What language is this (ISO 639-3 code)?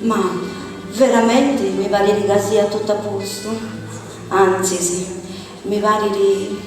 srd